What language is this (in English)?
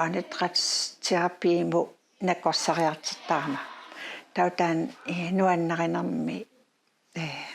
Kalaallisut